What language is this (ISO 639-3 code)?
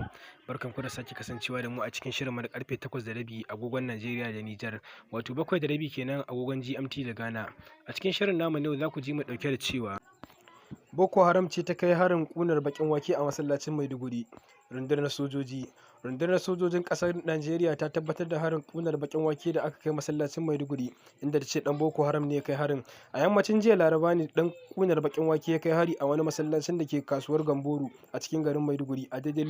hau